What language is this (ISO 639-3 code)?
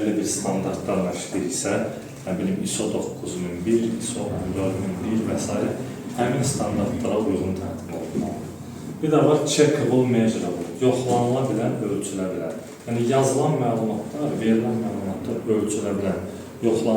aze